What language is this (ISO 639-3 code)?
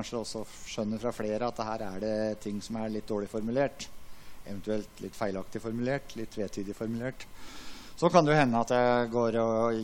nor